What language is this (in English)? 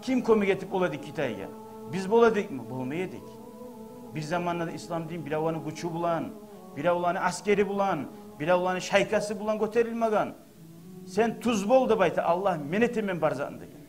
Kumyk